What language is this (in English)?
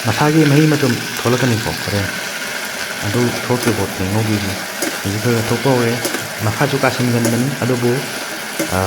Manipuri